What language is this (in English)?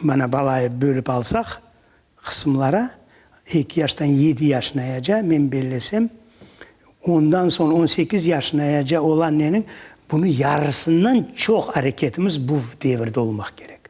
Crimean Tatar